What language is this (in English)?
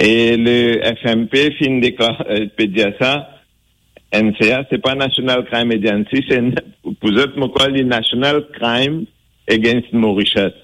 Morisyen